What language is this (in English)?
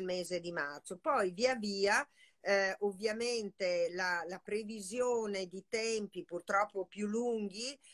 Italian